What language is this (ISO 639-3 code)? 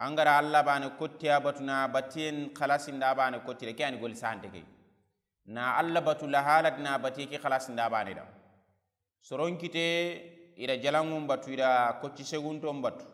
snk